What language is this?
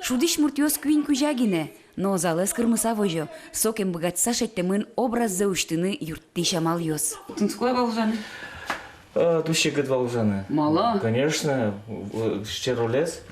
Udmurt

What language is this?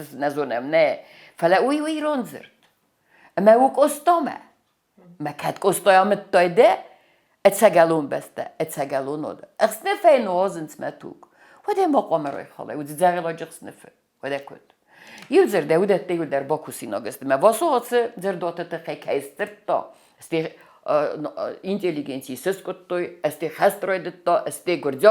Ossetic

